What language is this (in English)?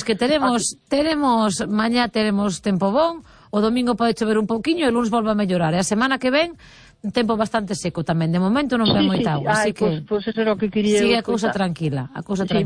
Galician